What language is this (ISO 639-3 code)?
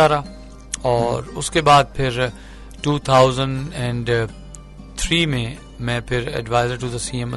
urd